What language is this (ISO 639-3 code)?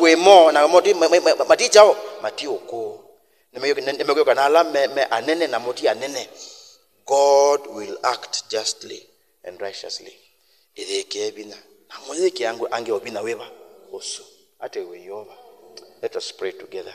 kam